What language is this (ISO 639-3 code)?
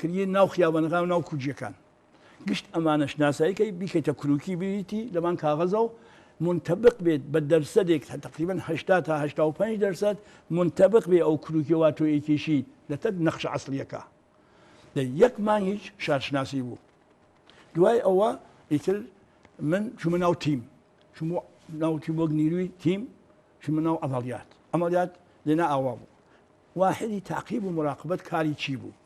ckb